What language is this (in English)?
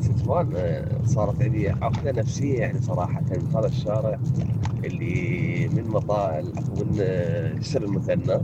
Mesopotamian Arabic